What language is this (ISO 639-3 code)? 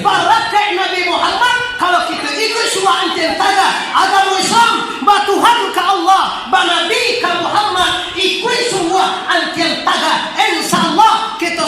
min